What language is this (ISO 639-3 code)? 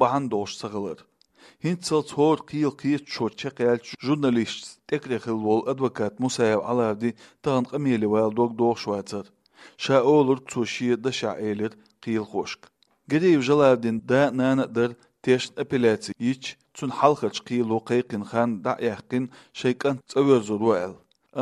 che